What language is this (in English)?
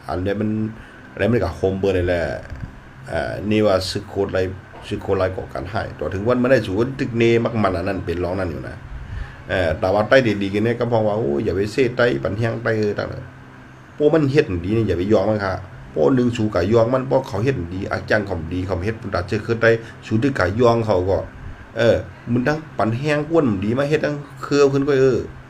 Shan